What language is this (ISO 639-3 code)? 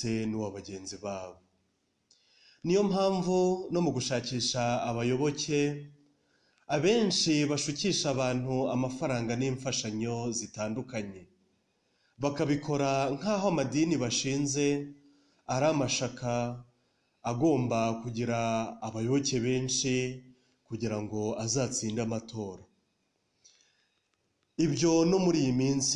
kin